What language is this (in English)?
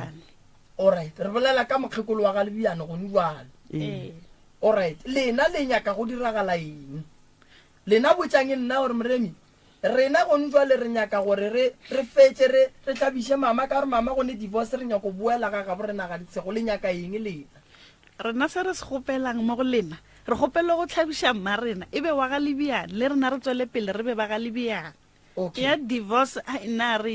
Northern Sotho